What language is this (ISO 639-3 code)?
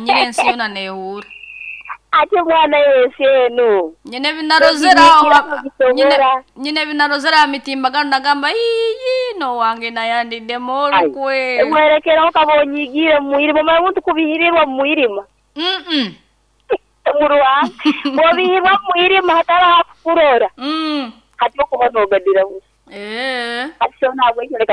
nyo